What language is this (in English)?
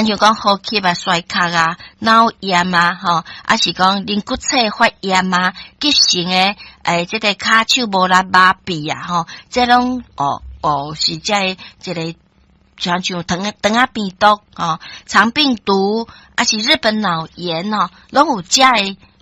Min Nan Chinese